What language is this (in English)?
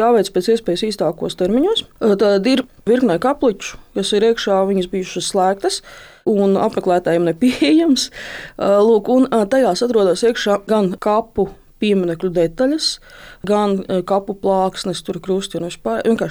Latvian